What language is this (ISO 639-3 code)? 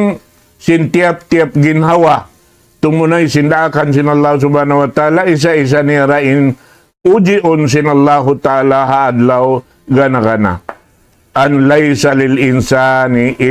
tsg